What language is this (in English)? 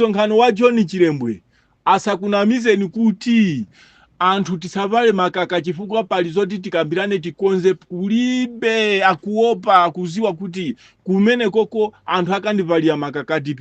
Nyanja